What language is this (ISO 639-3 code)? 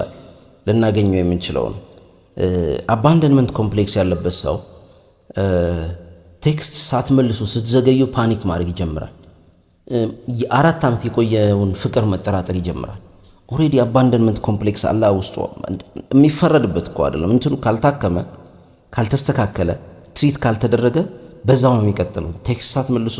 amh